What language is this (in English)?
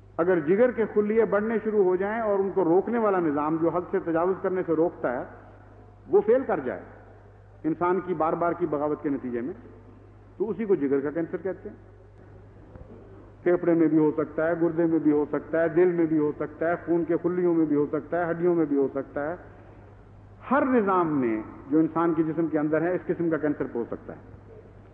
Urdu